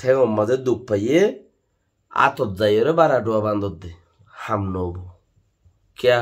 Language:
Rohingya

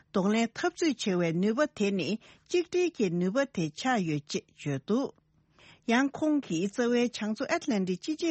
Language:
Tibetan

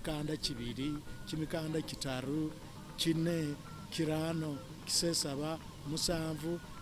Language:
Masaaba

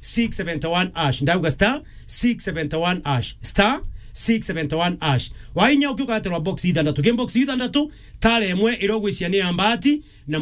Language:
Meru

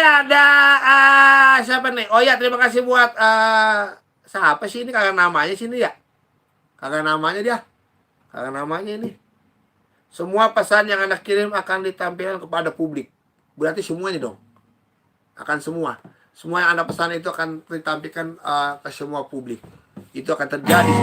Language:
Betawi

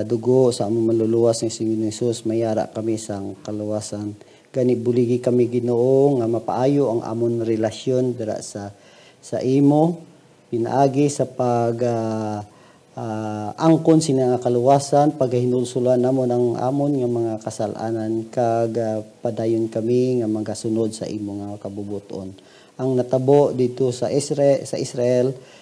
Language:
Hiligaynon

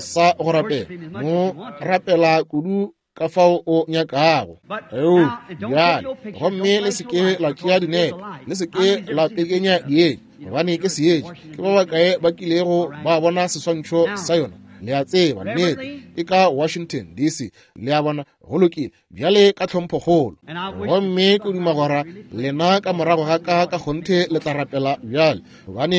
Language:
Northern Sotho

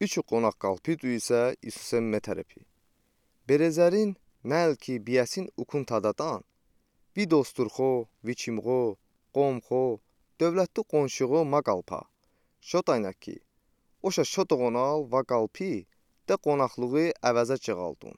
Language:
Udi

